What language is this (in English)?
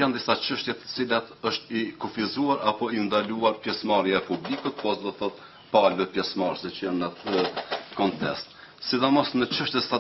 Albanian